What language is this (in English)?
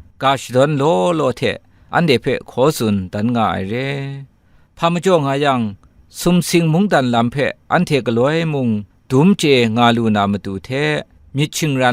Kachin